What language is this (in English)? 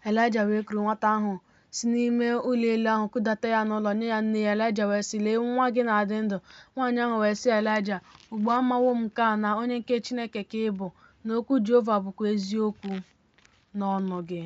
Igbo